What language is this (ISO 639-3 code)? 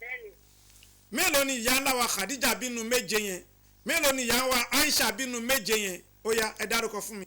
yor